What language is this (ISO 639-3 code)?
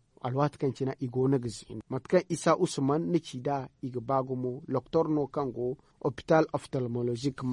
dje